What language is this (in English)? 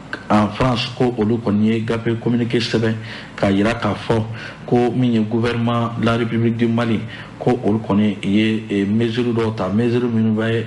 Bambara